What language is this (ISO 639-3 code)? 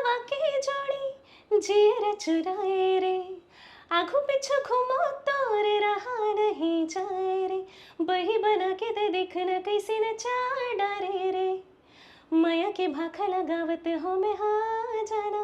hne